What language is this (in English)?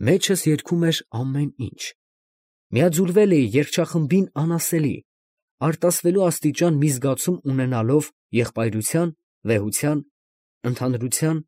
Armenian